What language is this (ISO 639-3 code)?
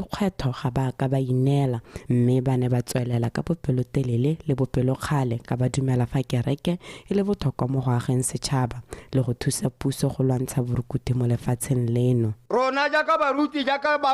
tsn